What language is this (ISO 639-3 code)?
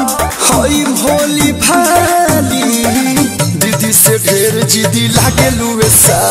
bho